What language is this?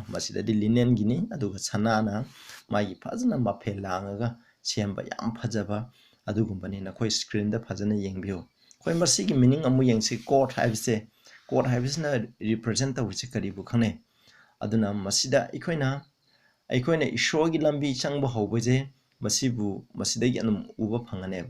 Manipuri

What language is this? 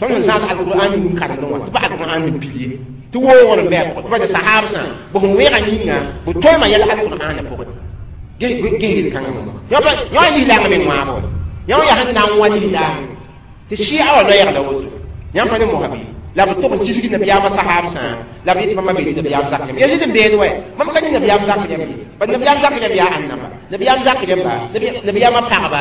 Mossi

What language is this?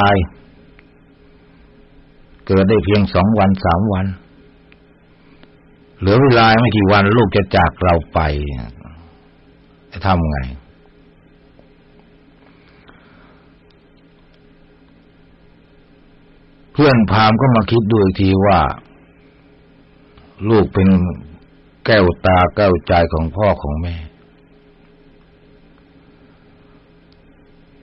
Thai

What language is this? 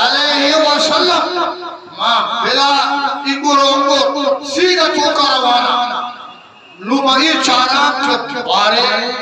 Eastern Balochi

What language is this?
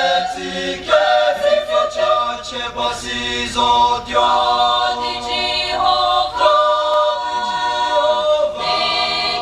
Chokri Naga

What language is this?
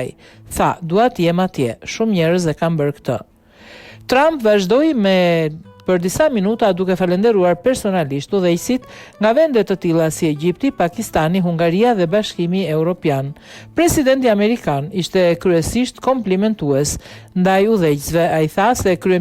Albanian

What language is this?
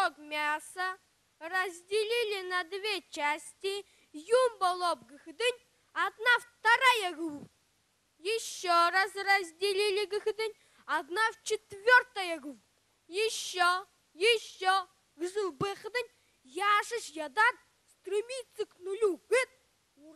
Buriat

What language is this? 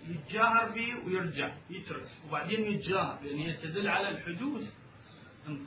Mesopotamian Arabic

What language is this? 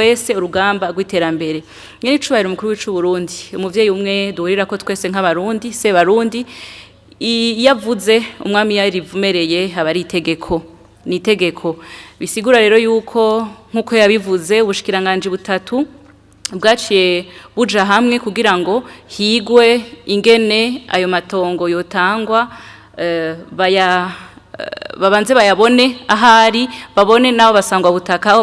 Rundi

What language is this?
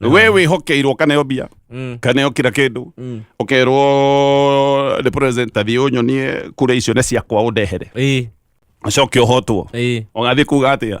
Kikuyu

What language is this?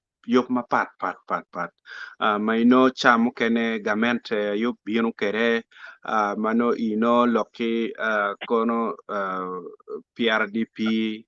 Acoli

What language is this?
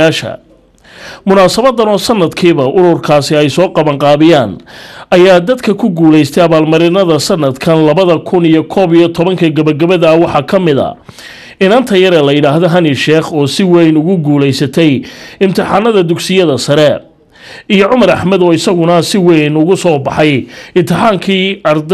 Somali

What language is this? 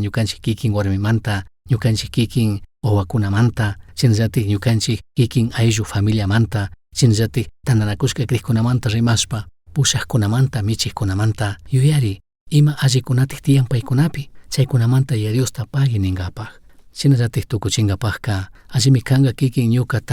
Chimborazo Highland Quichua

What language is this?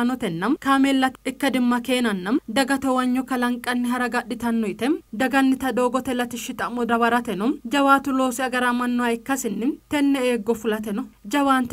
Sidamo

